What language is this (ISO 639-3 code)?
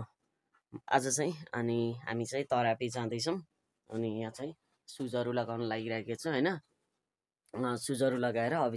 nep